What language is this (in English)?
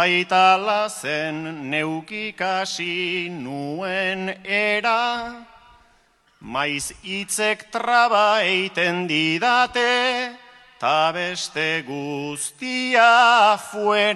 Basque